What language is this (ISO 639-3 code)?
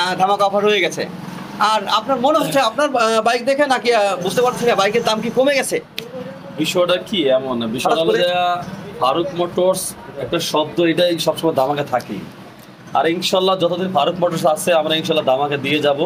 ben